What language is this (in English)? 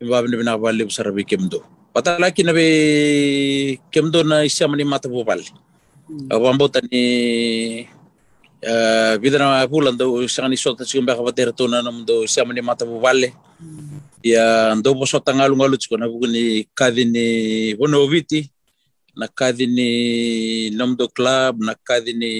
Fijian